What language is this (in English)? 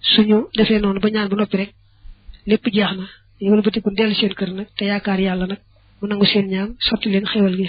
Wolof